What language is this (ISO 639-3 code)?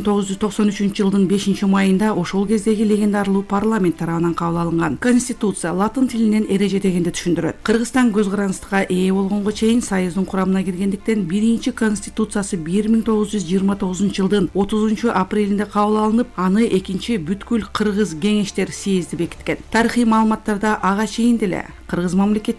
kir